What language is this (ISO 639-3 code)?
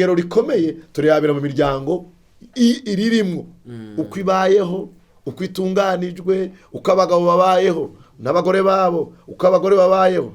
run